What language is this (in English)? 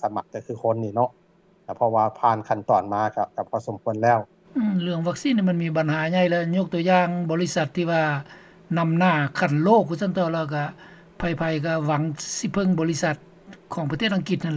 Lao